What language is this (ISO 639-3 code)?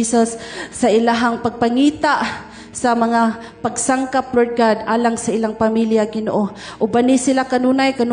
ceb